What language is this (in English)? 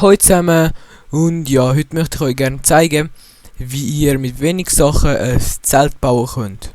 Swiss German